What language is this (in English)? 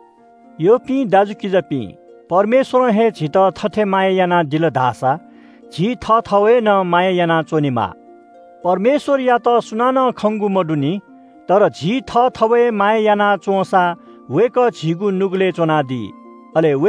Newari